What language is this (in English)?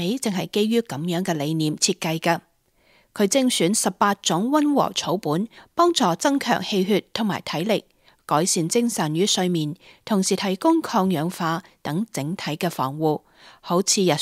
Cantonese